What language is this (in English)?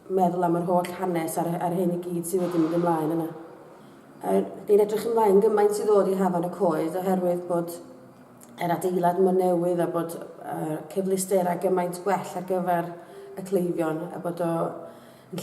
Welsh